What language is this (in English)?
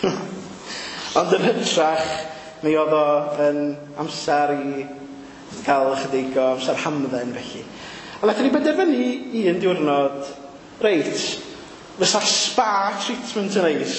Welsh